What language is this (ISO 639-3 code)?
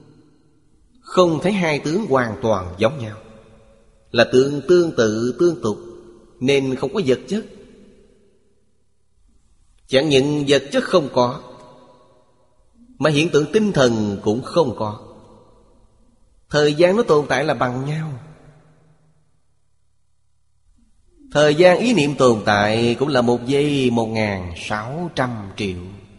vie